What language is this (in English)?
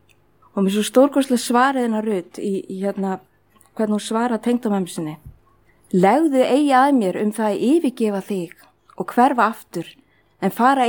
Icelandic